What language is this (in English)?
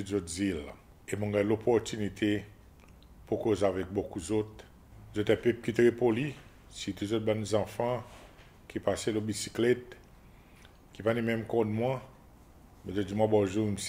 Seselwa Creole French